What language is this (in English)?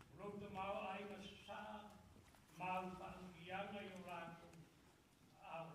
Samoan